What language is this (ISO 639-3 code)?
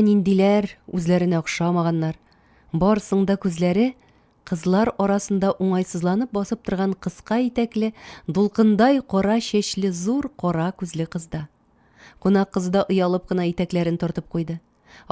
tat